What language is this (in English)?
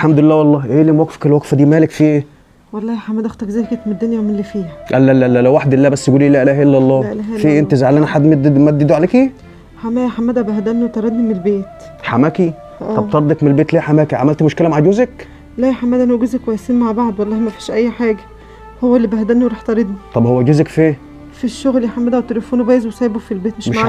Egyptian Arabic